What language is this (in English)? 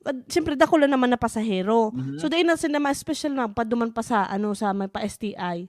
Bikol